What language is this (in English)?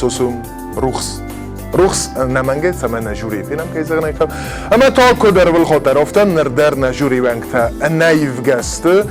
Ossetic